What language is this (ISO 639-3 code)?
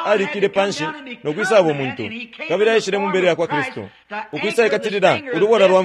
bem